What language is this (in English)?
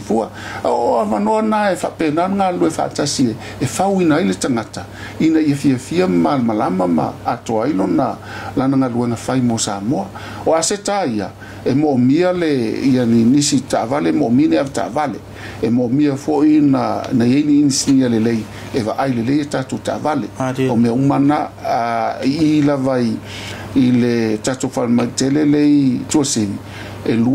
Samoan